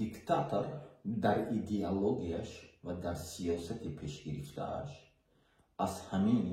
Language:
Tajik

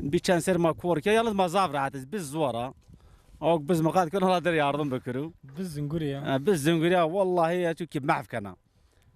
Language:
Zaza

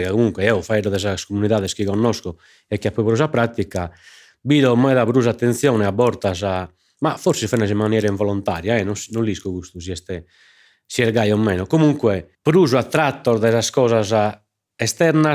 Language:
Sardinian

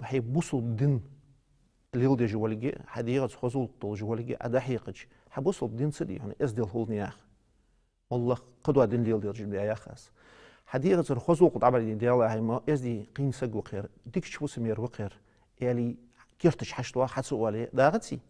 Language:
Ingush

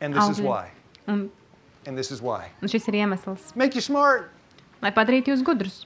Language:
Latvian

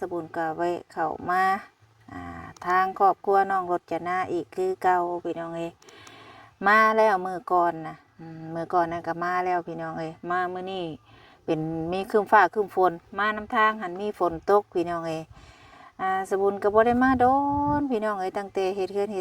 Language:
Lao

